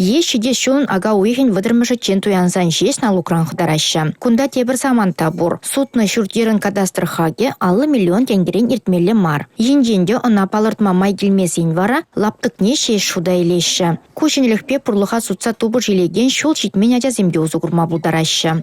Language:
Chuvash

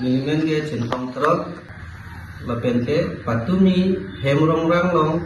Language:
Karbi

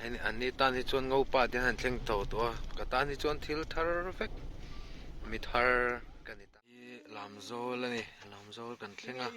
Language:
Mizo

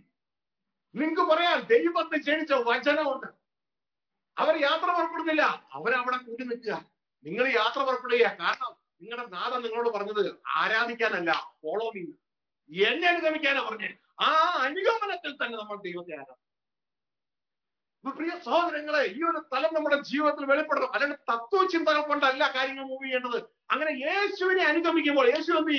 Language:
Malayalam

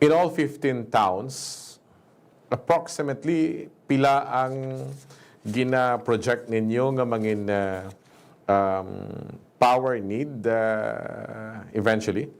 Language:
Hiligaynon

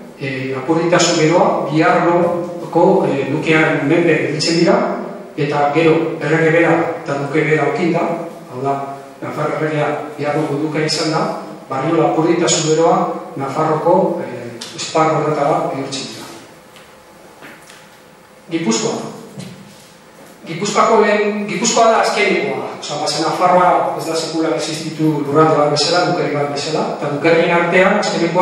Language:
Basque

